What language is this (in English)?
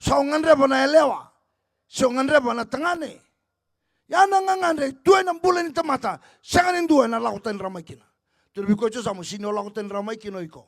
Fijian